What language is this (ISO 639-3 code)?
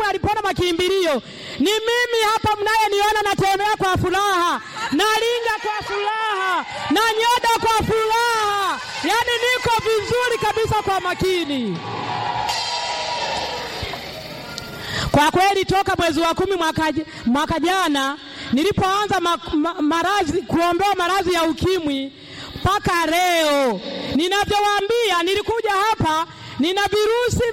swa